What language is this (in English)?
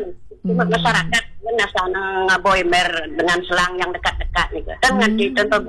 Balinese